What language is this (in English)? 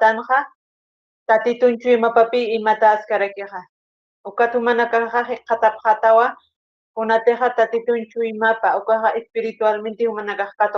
Aymara